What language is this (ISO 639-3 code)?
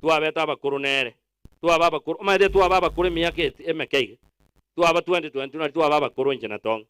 guz